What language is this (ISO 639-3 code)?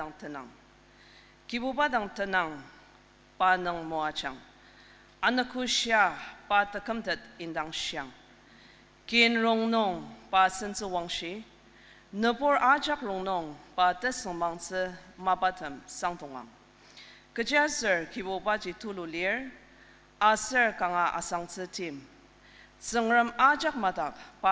njo